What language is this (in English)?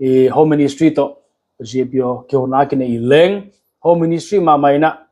Paite Chin